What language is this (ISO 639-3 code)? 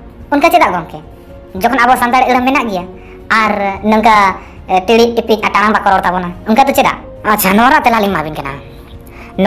sat